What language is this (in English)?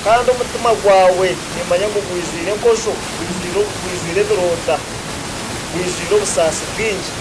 Nyankole